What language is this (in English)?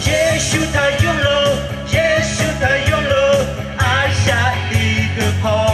Lahu